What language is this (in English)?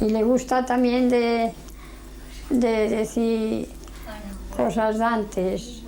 Aragonese